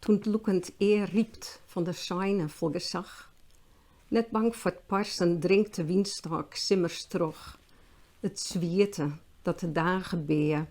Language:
Western Frisian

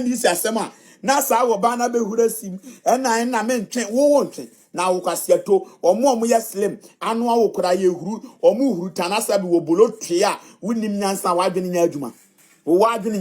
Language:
Akan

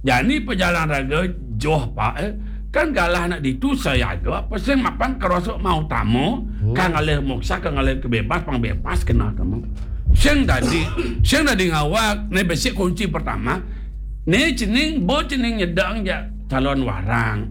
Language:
Balinese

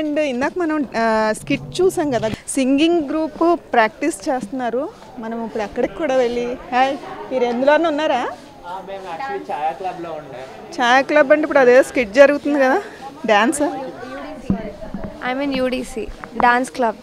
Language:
Telugu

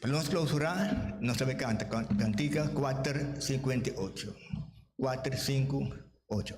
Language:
Papiamento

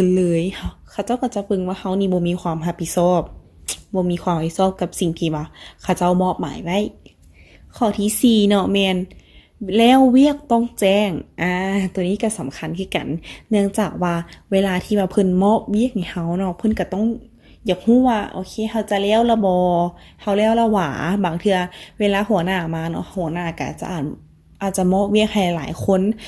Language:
Lao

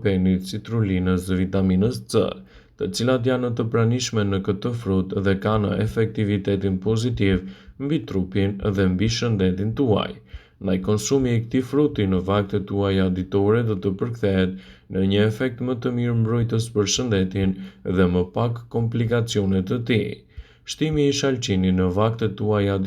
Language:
Albanian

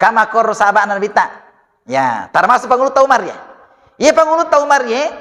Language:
Buginese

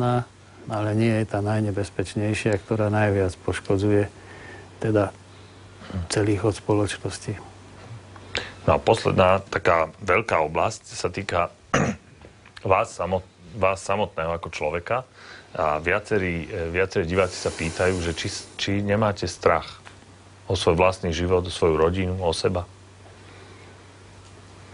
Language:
Slovak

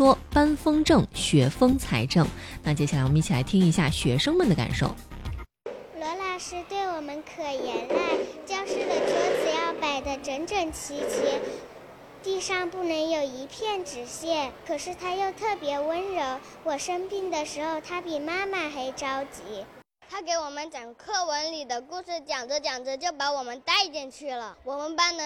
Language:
Chinese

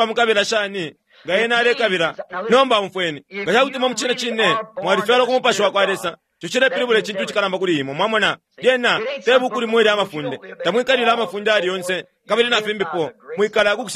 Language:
Bemba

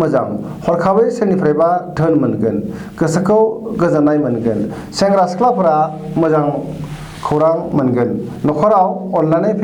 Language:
Bodo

